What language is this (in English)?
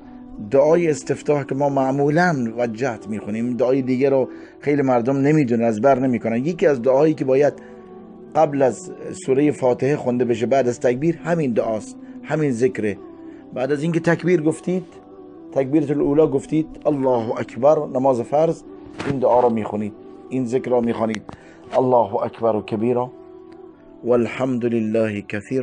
Persian